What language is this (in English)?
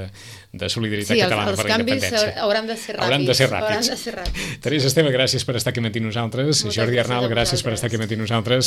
Catalan